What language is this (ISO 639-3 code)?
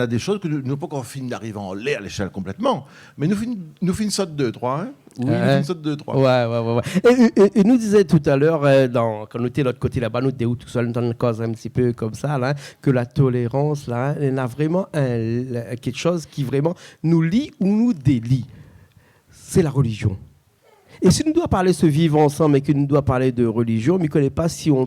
rcf